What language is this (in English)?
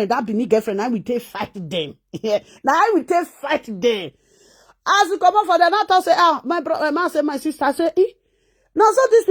Nigerian Pidgin